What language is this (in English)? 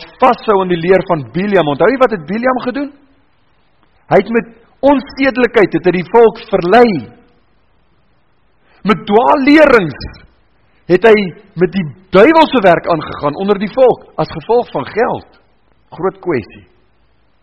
Afrikaans